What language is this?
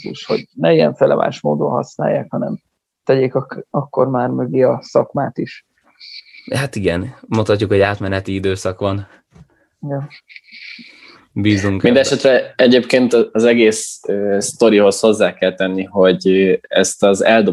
Hungarian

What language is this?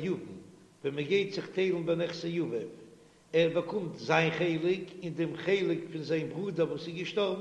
Yiddish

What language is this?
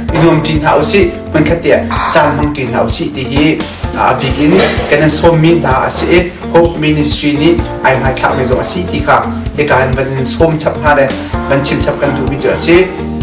Hakha Chin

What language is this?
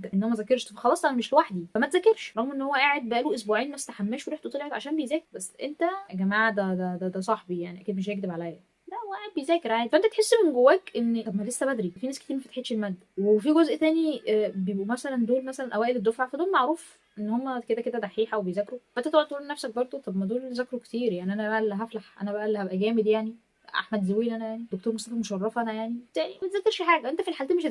Egyptian Arabic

